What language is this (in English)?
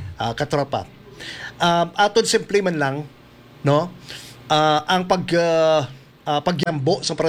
Hiligaynon